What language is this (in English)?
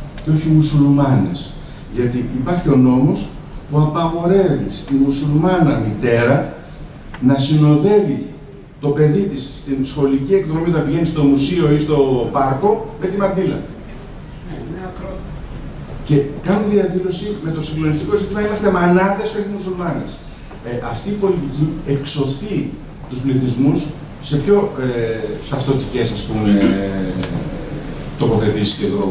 Greek